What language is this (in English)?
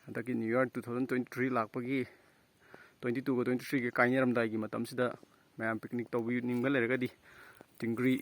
Manipuri